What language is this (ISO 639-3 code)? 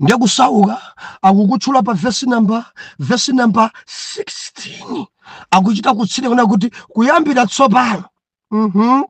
nya